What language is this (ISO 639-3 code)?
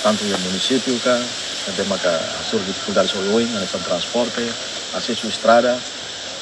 tet